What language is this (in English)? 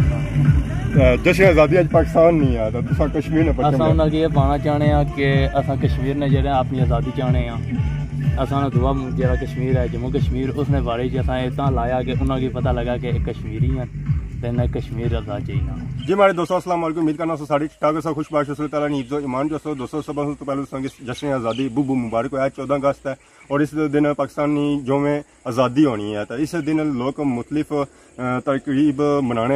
Pahari-Potwari